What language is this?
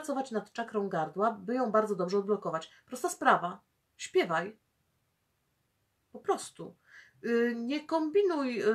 Polish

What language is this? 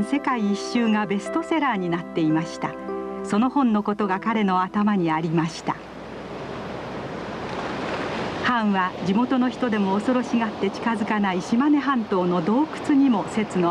Japanese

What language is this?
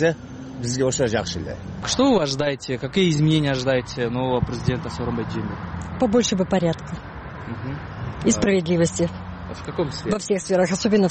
Kyrgyz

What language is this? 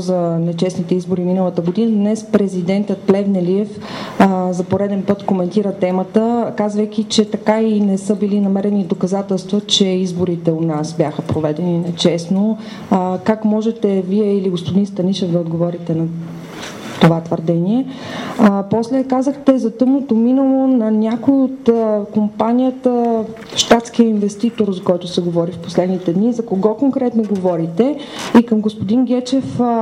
Bulgarian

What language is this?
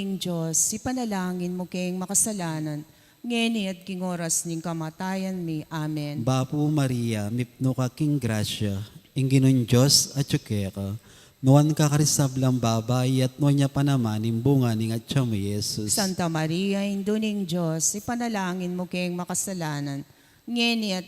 Pampanga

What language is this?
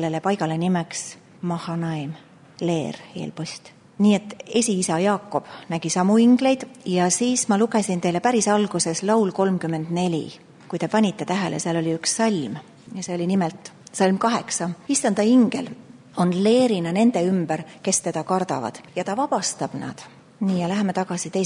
Estonian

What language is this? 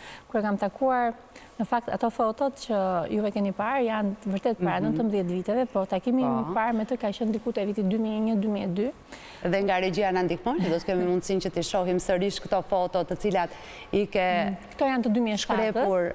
Albanian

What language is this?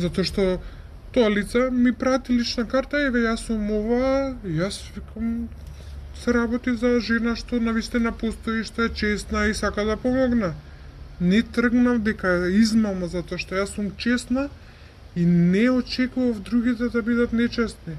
Macedonian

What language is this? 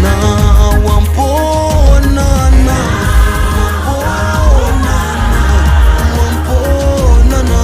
Southern Sotho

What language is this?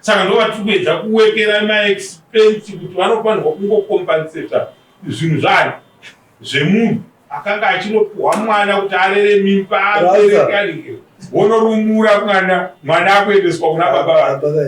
Shona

